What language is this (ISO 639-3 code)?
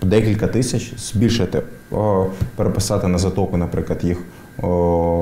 ukr